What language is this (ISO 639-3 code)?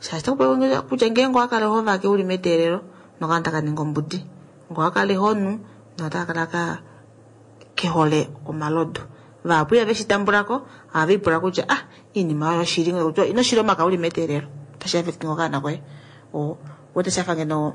kua